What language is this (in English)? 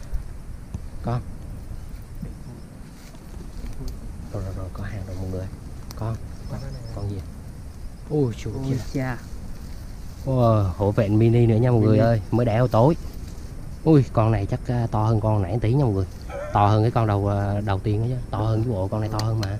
Vietnamese